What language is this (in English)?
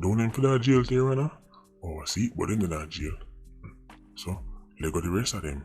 Jamaican Creole English